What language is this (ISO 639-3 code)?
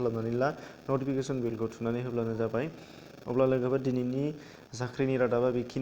brx